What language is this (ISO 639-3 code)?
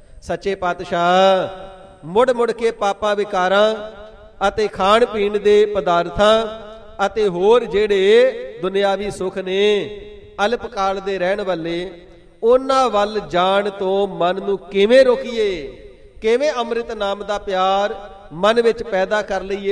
pan